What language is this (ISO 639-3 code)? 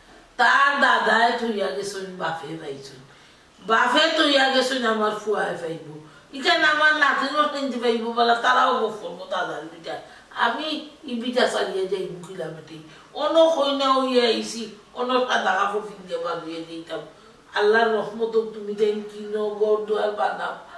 syl